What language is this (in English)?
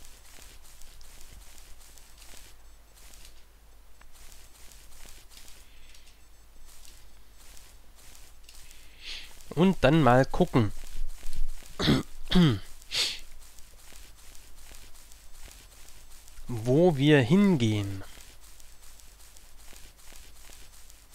German